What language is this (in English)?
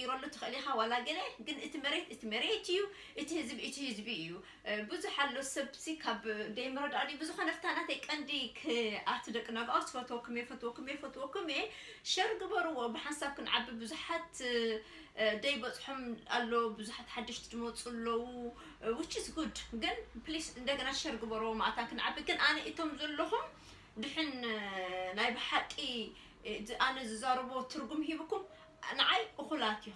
Tigrinya